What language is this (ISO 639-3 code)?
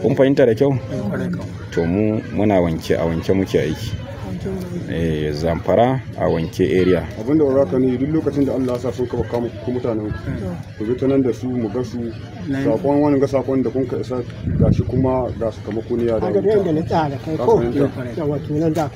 hau